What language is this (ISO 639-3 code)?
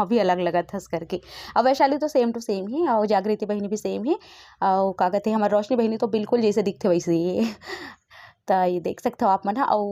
hne